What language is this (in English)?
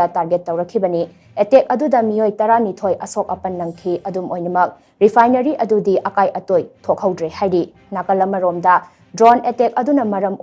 Manipuri